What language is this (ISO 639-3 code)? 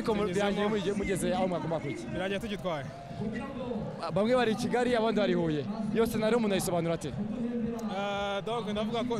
kin